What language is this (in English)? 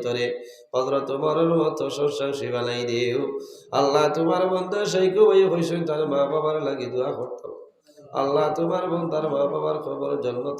Sylheti